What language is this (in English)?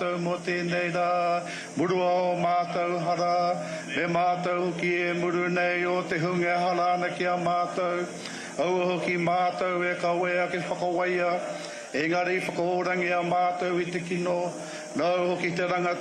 Māori